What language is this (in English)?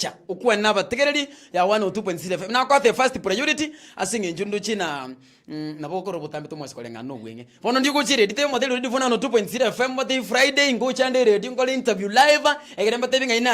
Gusii